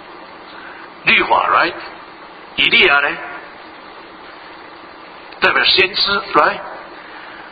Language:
Chinese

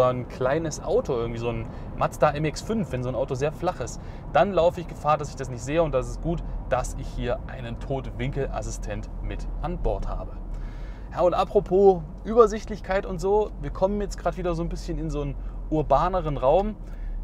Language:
German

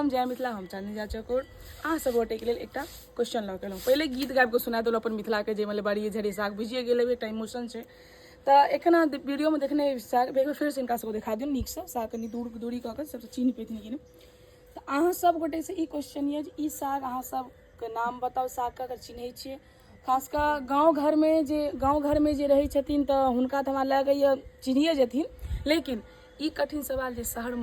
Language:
Maithili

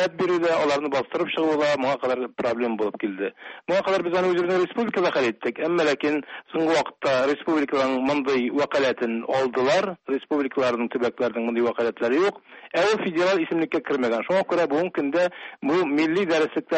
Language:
Tatar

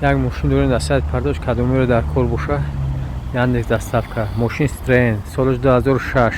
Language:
Tajik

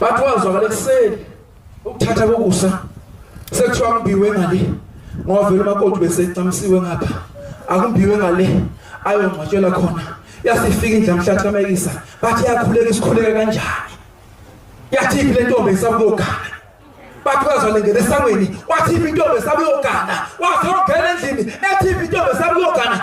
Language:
Zulu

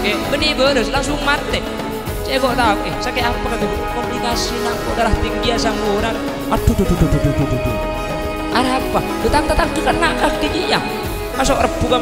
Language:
Madurese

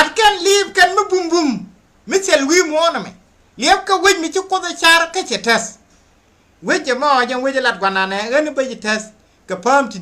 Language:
Nuer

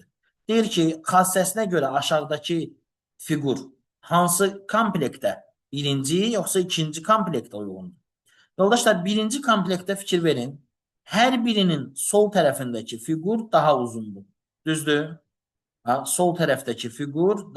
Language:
Azerbaijani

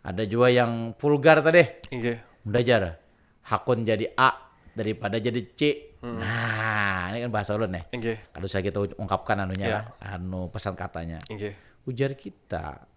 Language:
Banjar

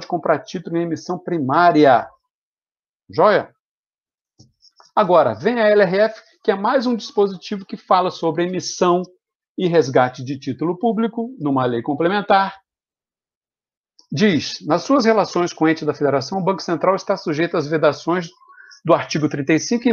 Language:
Portuguese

